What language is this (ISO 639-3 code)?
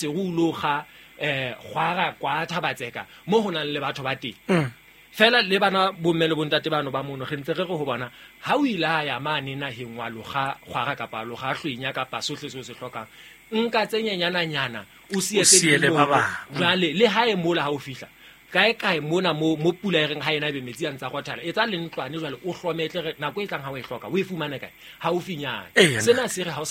sot